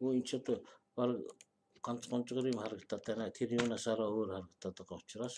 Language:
Mongolian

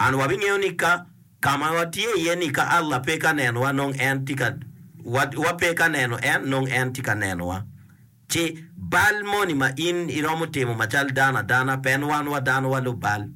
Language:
Acoli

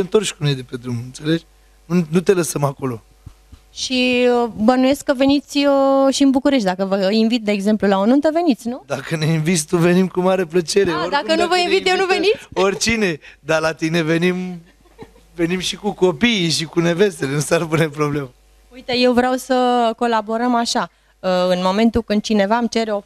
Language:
Romanian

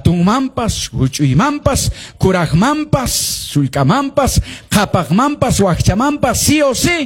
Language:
Quechua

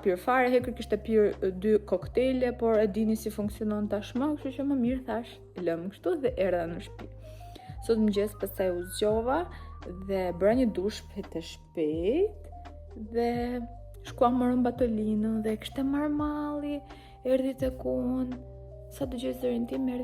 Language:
Albanian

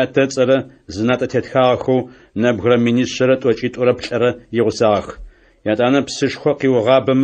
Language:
Adyghe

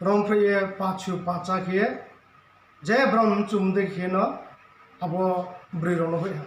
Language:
Riang (India)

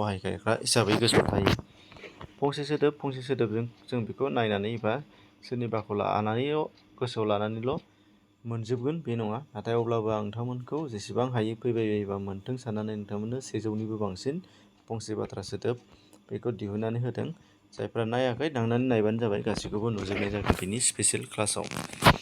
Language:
Bodo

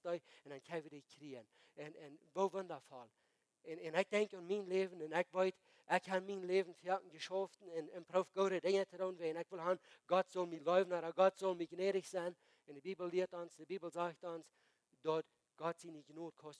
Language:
Plautdietsch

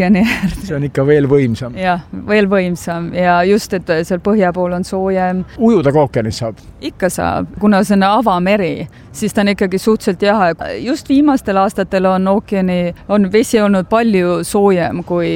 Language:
Estonian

